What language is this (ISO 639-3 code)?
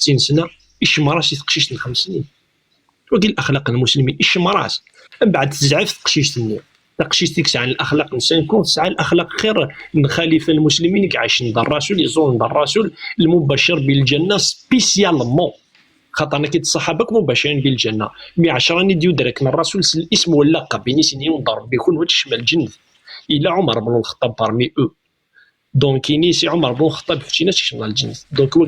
kab